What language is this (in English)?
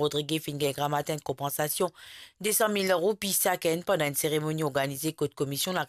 Morisyen